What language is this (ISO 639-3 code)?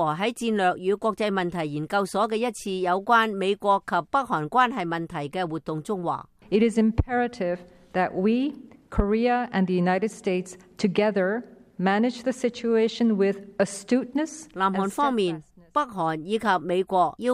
yue